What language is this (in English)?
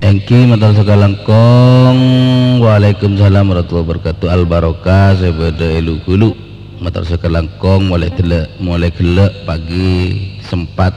Madurese